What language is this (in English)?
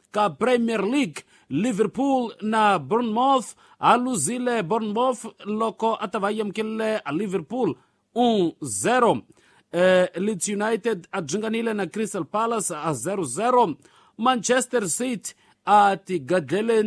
Tsonga